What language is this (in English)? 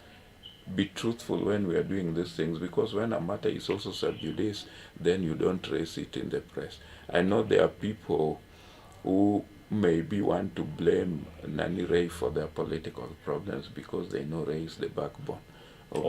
Luo (Kenya and Tanzania)